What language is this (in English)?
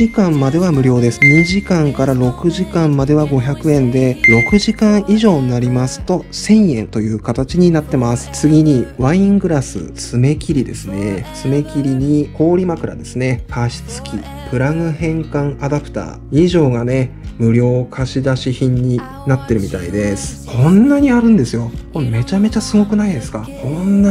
Japanese